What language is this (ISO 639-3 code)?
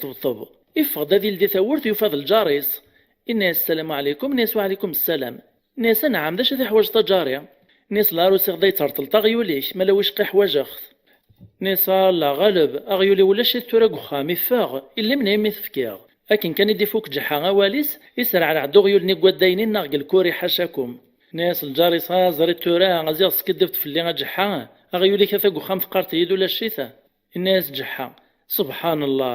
kab